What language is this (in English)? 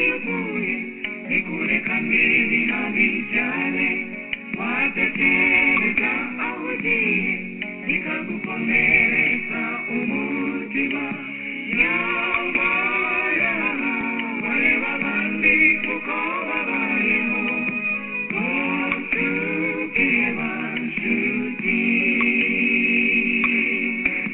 Kinyarwanda